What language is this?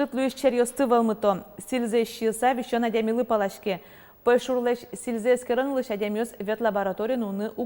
Udmurt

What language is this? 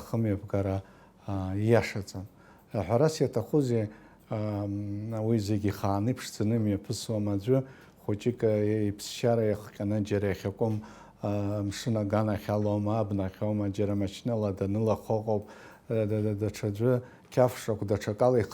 Abkhazian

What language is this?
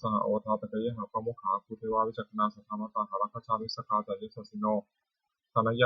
Pali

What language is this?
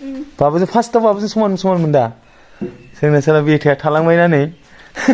Bodo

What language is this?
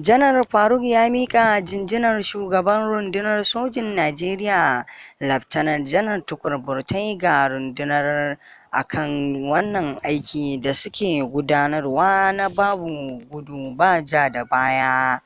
Hausa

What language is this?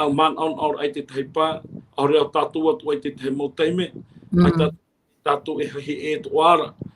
Tahitian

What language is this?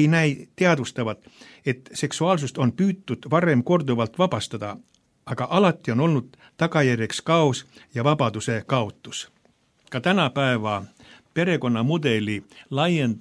Estonian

